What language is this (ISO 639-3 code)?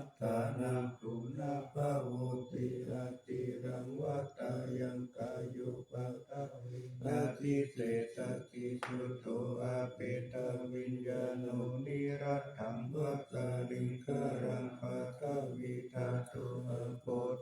pli